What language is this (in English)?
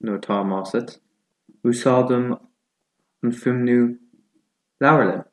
Irish